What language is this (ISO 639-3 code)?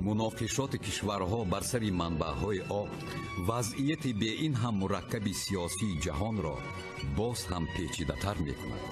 tgk